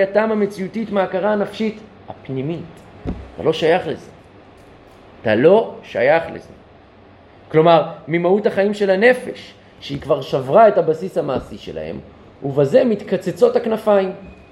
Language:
Hebrew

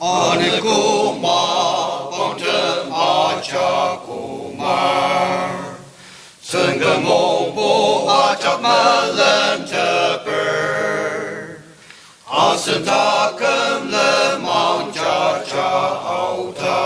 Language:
Ao Naga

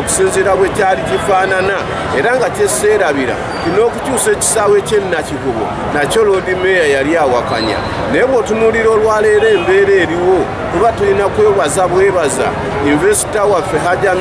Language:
Ganda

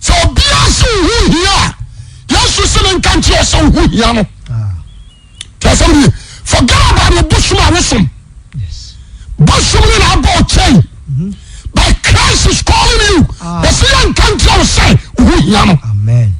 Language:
Akan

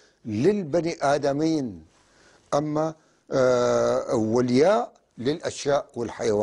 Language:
North Levantine Arabic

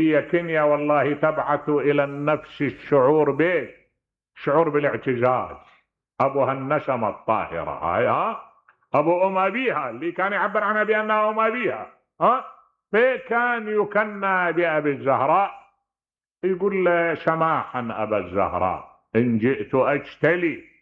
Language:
Mesopotamian Arabic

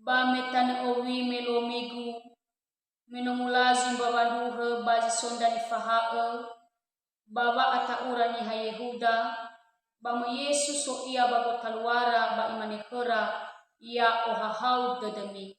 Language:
Nias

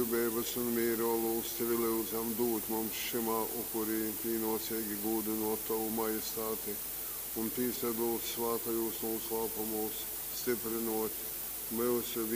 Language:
Latgalian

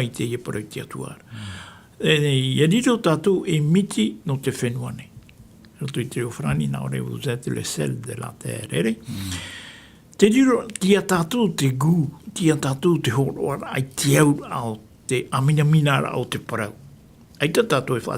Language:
Tahitian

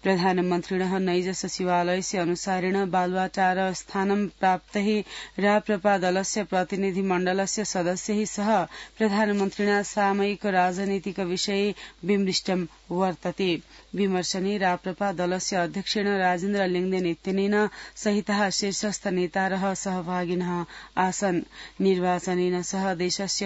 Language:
Sanskrit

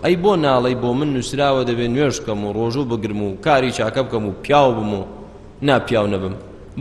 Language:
Central Kurdish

